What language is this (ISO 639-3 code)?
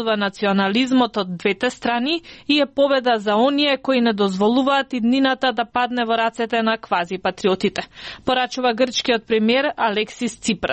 mkd